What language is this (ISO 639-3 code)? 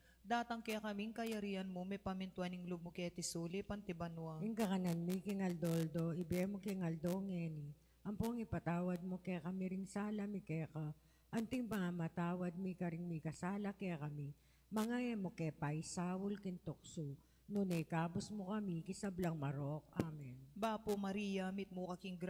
pam